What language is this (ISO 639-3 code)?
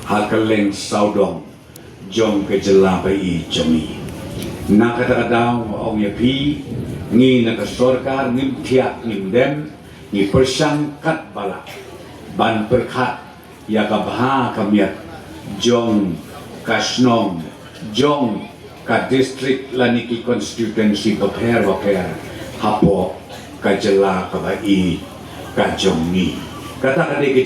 kha